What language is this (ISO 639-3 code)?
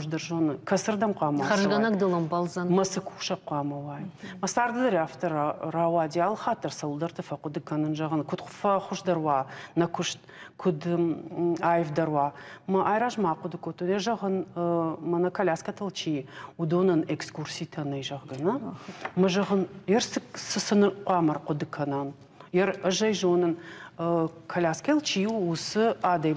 oss